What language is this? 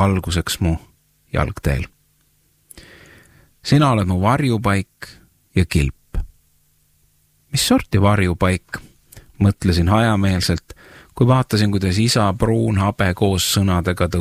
Estonian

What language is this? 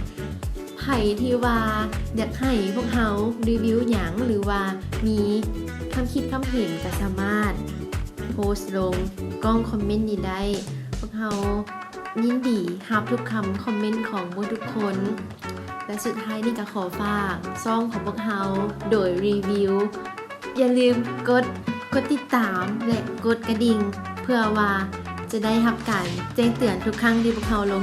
Lao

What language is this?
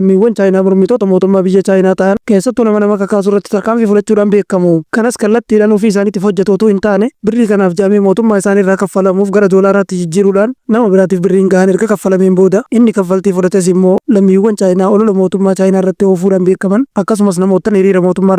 Oromo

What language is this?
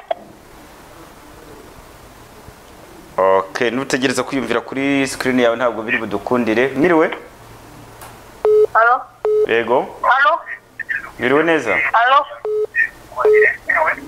Kinyarwanda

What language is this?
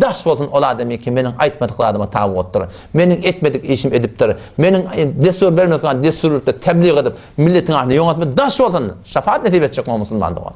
Turkmen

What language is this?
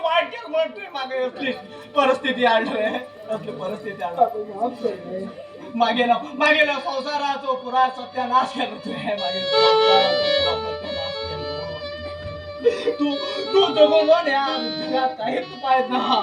Konkani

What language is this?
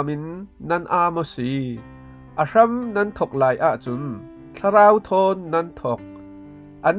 Falam Chin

